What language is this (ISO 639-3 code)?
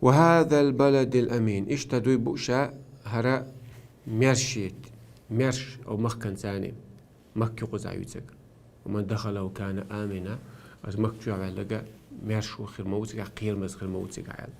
che